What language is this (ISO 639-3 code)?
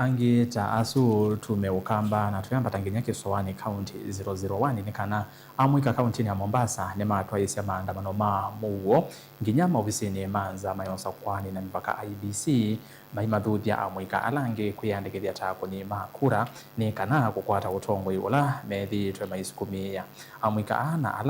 kam